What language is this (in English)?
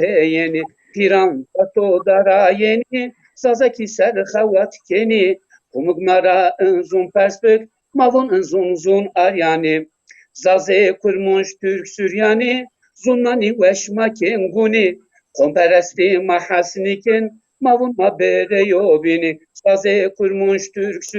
Zaza